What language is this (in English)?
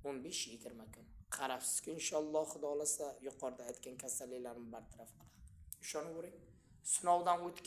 Uzbek